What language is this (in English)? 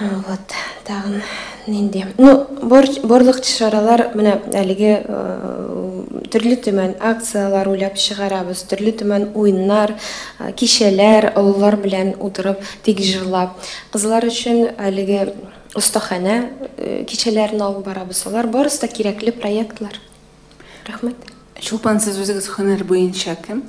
Tatar